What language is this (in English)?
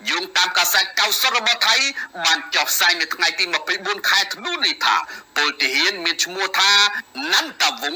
Khmer